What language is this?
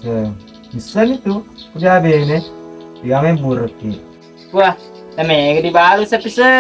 Buginese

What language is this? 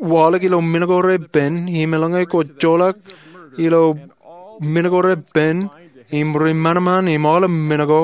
Marshallese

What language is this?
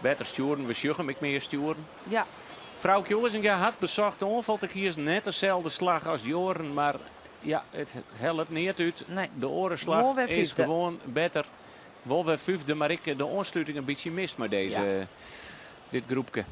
Western Frisian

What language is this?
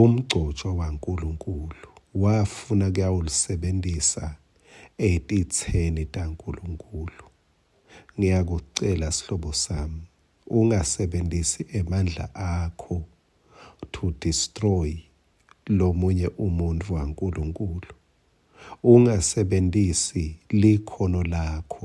Swati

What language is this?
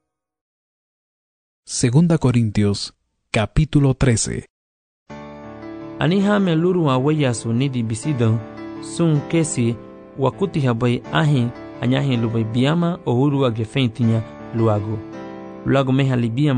Garifuna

